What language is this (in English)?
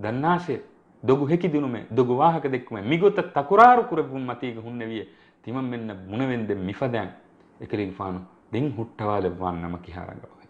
Divehi